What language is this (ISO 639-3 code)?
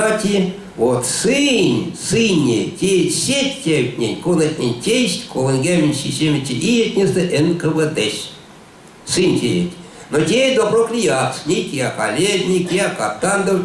myv